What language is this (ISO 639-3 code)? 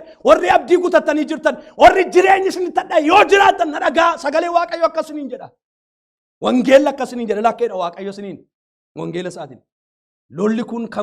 orm